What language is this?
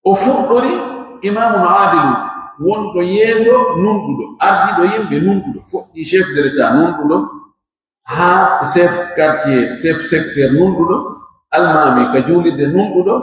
Pular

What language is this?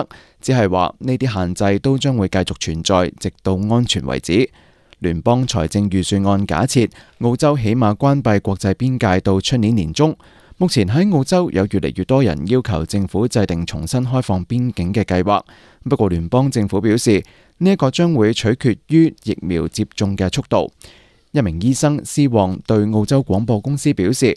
Cantonese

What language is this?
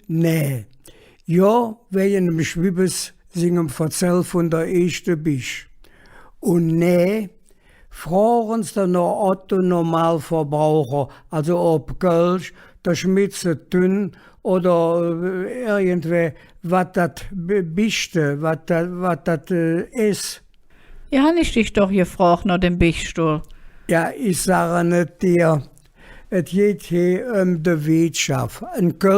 Colognian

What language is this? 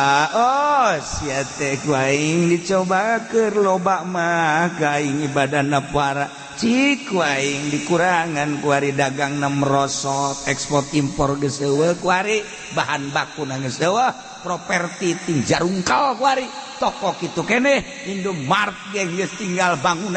Sundanese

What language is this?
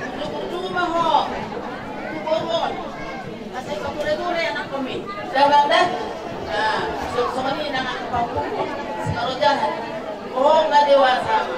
Batak Toba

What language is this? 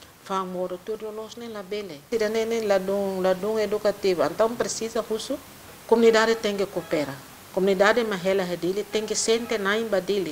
Tetum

